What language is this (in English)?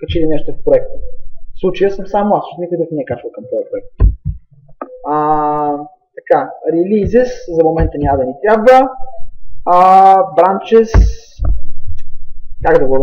Bulgarian